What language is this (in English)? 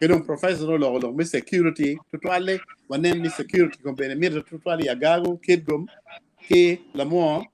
Acoli